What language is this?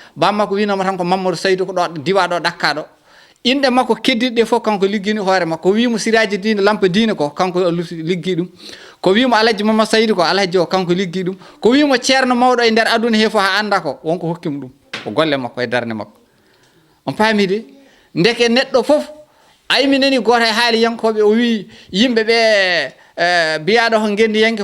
Fula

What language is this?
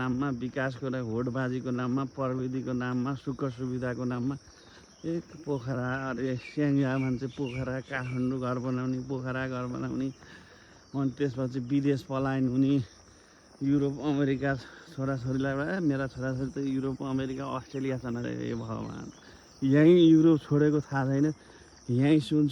Nepali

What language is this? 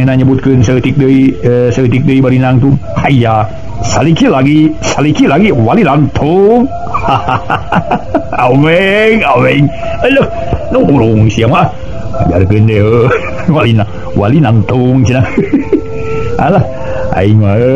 Sundanese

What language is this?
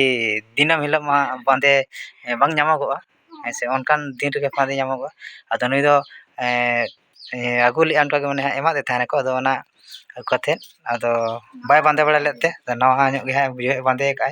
Santali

